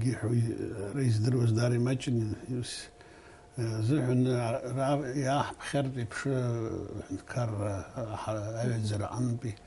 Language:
Abkhazian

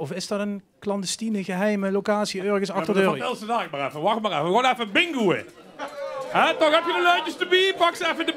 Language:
Limburgish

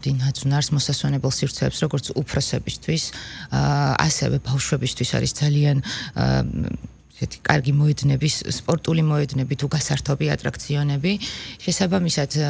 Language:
Georgian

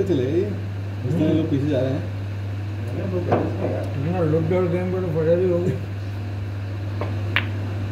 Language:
Hindi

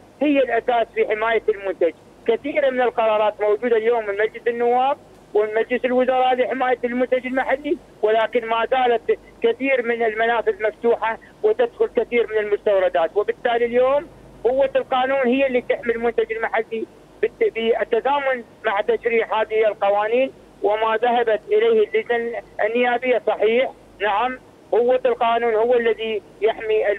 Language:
Mesopotamian Arabic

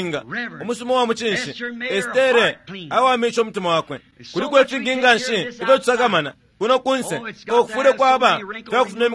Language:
Bemba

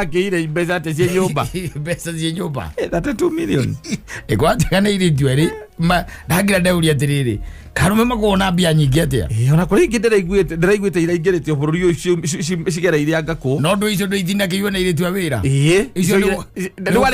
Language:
Kikuyu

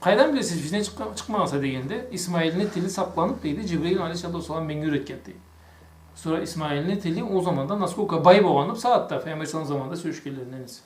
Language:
Karachay-Balkar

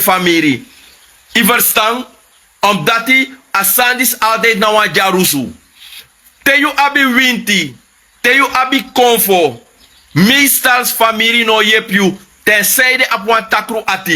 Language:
Sranan Tongo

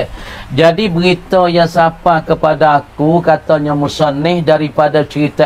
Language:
Pattani Malay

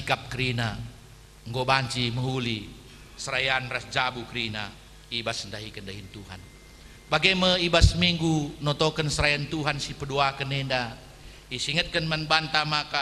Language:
Batak Karo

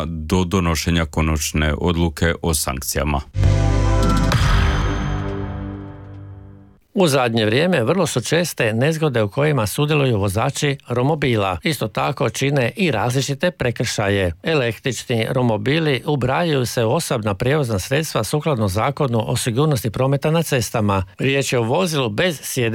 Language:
Croatian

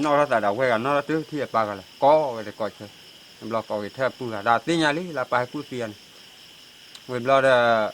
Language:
S'gaw Karen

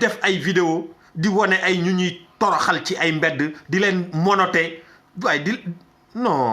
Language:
Wolof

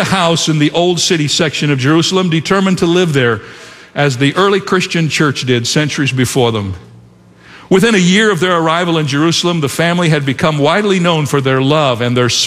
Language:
English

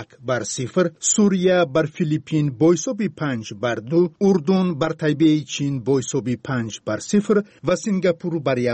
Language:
Persian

